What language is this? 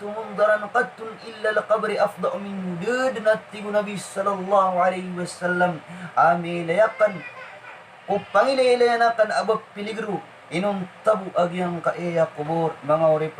Maranao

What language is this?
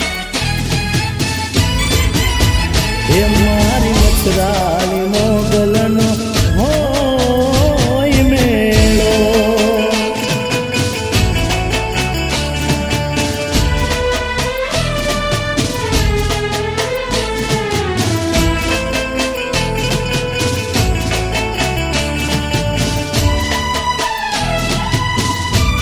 Gujarati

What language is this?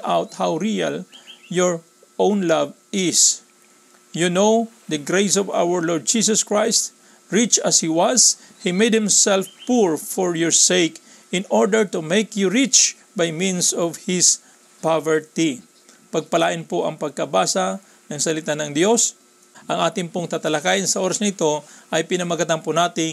Filipino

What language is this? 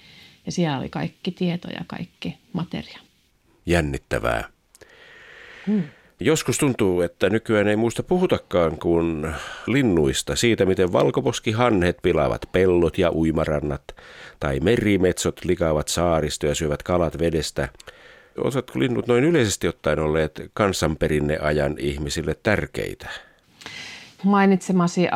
Finnish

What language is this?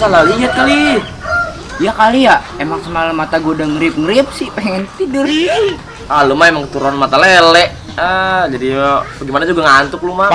Betawi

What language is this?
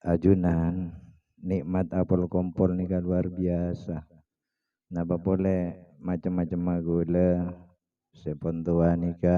Madurese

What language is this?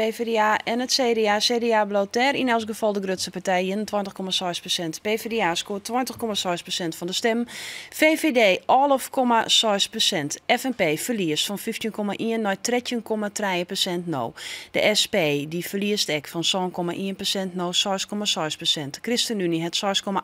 Western Frisian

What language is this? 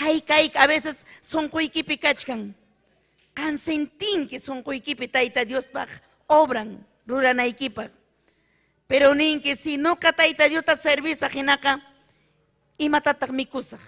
Ayacucho Quechua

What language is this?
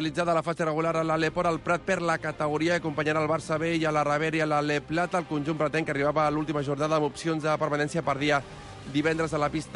Catalan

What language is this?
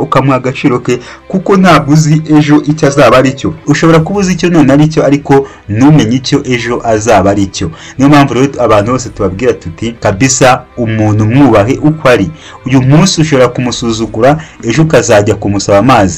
Kinyarwanda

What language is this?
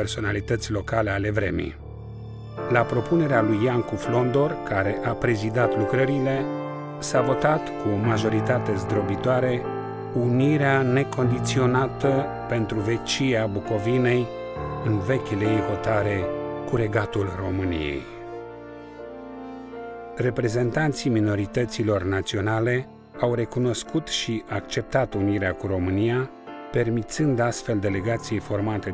Romanian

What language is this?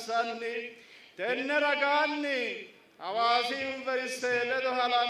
Sidamo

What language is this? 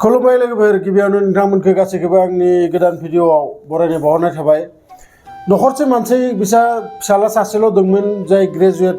Bodo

